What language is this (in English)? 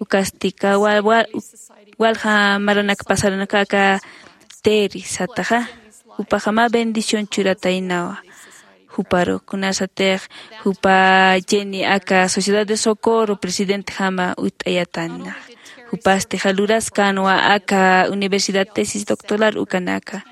Aymara